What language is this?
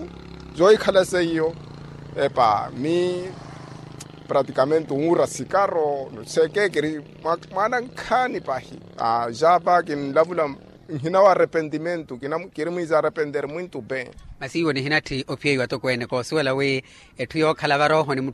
Makhuwa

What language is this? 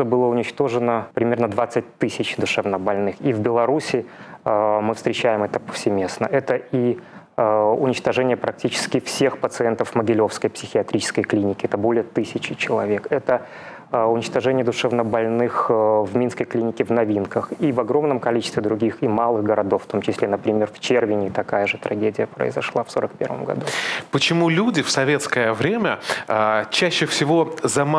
Russian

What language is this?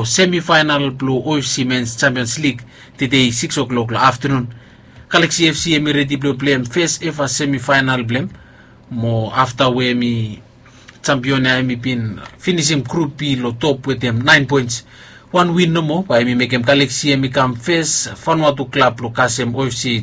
Bislama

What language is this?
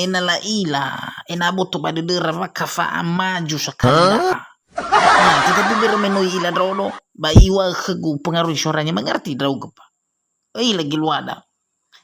Nias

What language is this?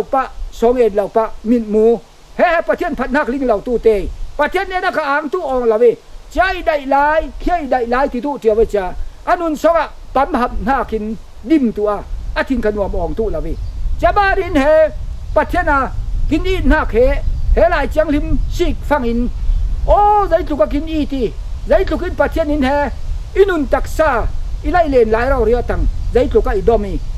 Falam Chin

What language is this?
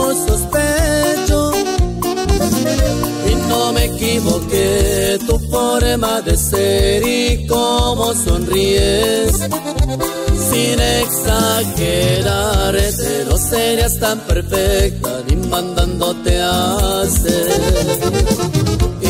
Spanish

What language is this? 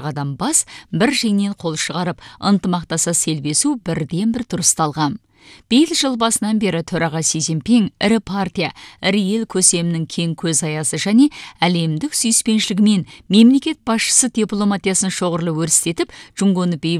Kazakh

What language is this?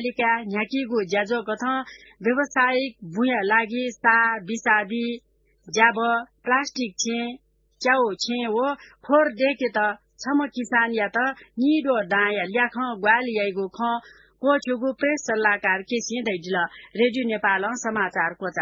Newari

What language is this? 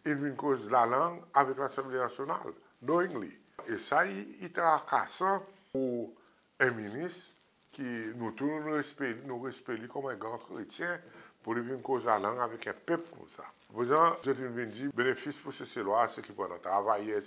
Seselwa Creole French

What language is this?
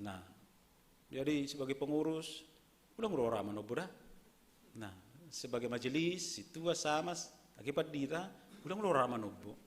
Batak Simalungun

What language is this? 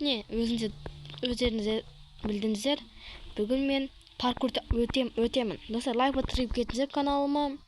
Kazakh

